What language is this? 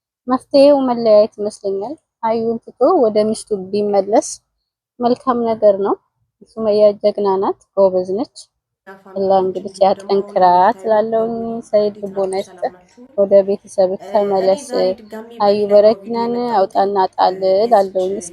Amharic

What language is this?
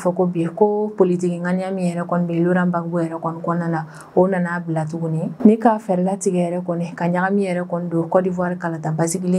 Bambara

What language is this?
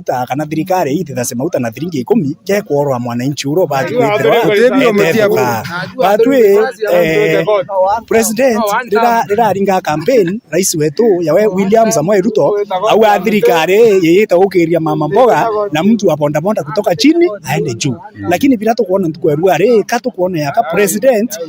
Meru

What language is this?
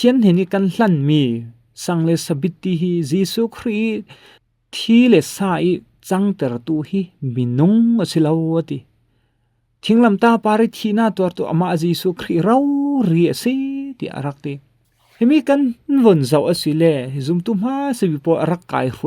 Falam Chin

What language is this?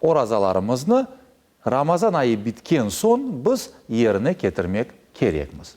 Crimean Tatar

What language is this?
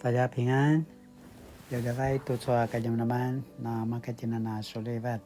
Paiwan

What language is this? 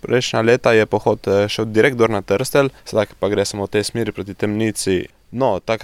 Slovenian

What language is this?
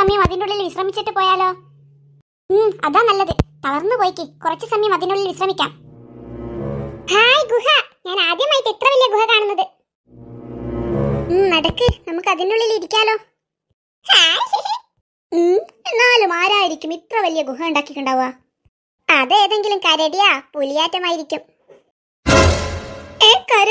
Malayalam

